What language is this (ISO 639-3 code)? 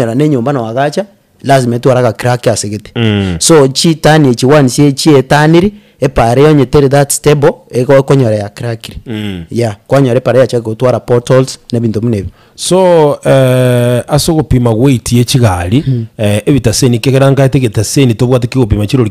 guz